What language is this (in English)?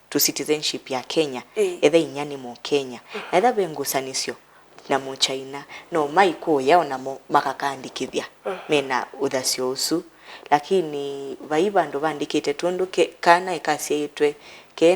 Kamba